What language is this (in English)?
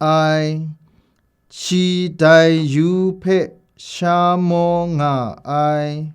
Kachin